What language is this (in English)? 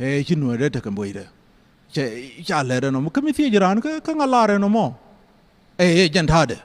Nuer